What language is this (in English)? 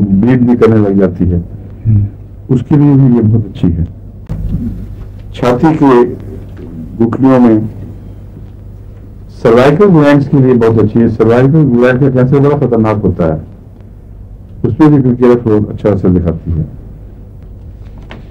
Urdu